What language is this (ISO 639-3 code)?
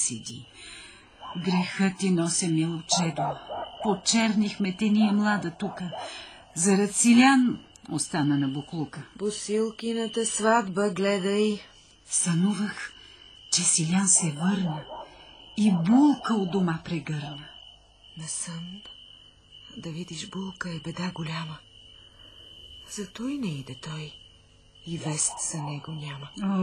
bul